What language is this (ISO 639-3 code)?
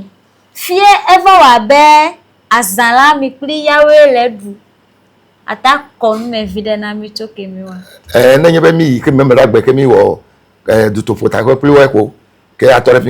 ewe